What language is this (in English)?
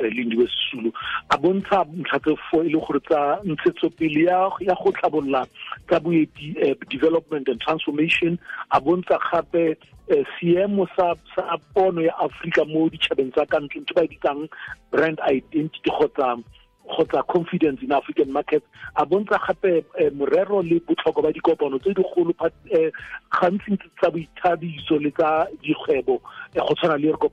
Tswana